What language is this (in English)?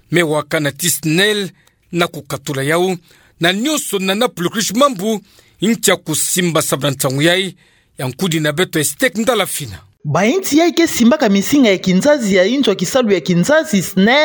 Kituba (Democratic Republic of Congo)